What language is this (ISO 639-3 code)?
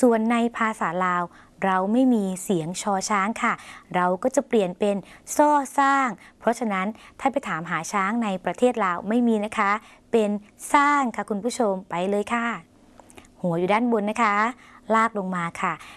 tha